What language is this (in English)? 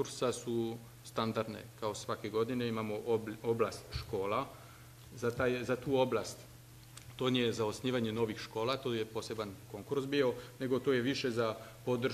Serbian